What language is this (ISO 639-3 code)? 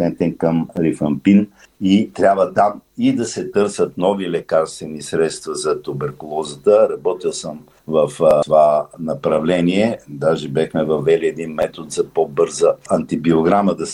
bul